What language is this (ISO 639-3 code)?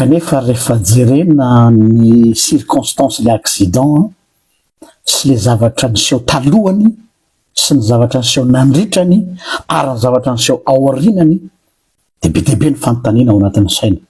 mlg